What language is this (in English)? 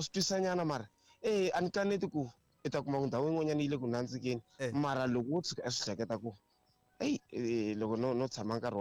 Tsonga